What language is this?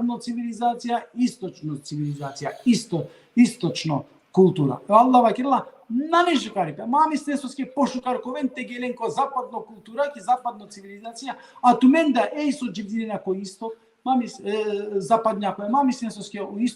Balkan Romani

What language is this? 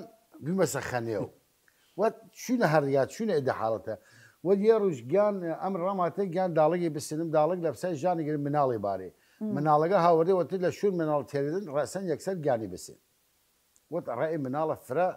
Southern Kurdish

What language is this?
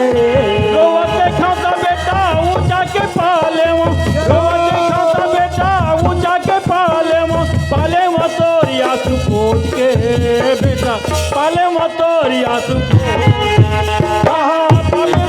Chhattisgarhi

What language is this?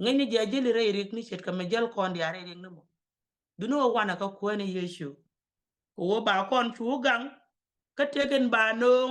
Nuer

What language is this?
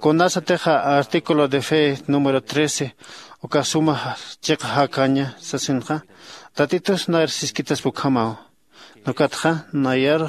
Aymara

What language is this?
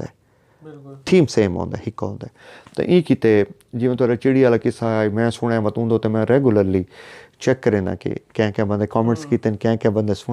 Saraiki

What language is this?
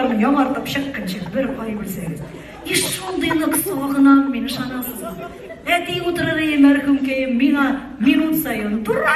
Tatar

